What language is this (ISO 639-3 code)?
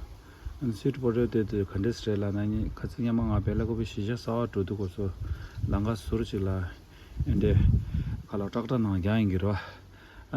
bod